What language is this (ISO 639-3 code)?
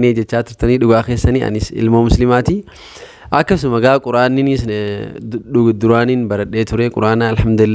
orm